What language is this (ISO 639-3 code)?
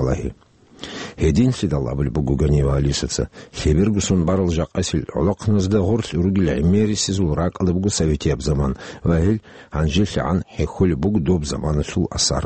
ava